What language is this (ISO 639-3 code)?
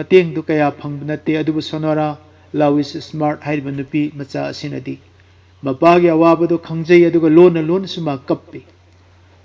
mni